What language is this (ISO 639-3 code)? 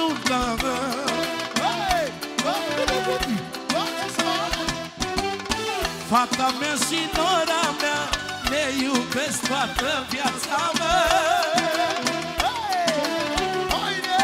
ron